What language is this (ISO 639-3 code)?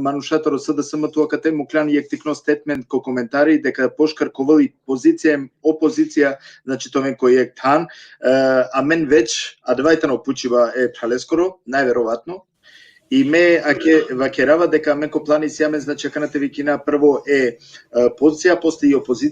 rmn